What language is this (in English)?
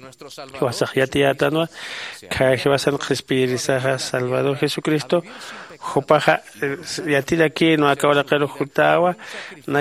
Aymara